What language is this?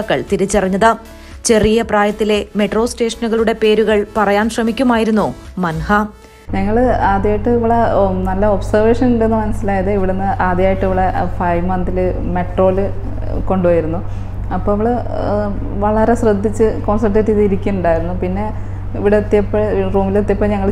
Malayalam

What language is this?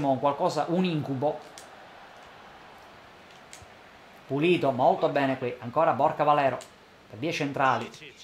Italian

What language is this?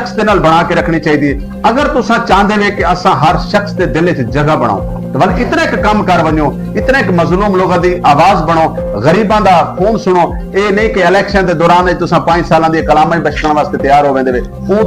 Saraiki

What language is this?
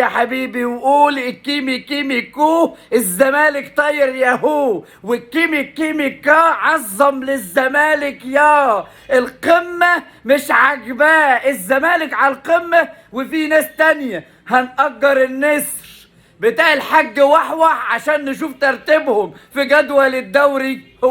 Egyptian Arabic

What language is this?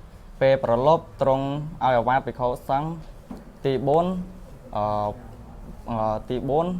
Khmer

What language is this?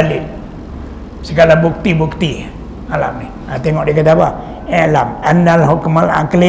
Malay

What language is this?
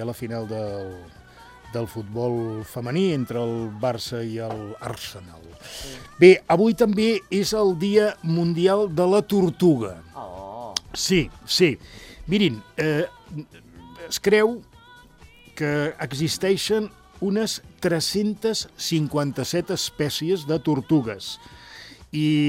Catalan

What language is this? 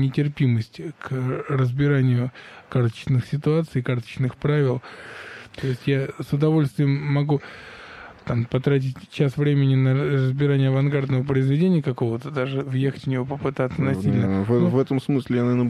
Russian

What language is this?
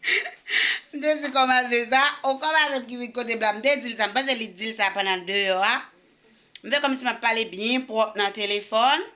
Haitian Creole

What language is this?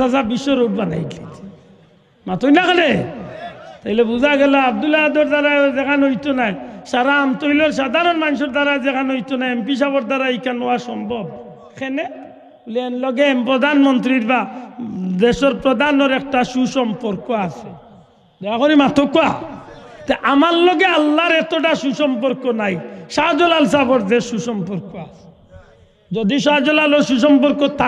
Sylheti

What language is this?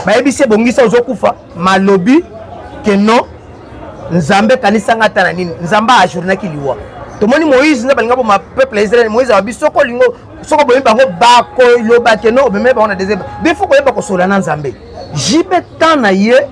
Lingala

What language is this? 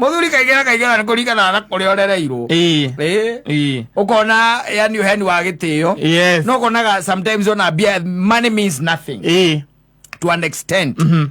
Kikuyu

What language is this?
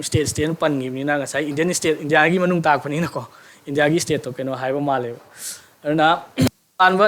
Manipuri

